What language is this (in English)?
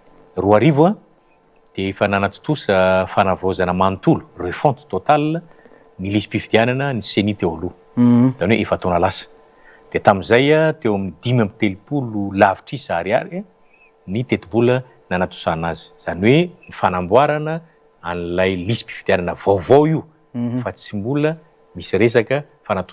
Malagasy